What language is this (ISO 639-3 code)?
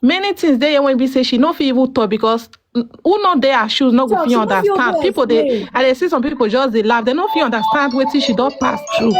pcm